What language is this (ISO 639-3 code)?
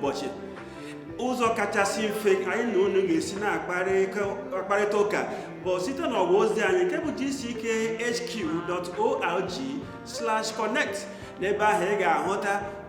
ibo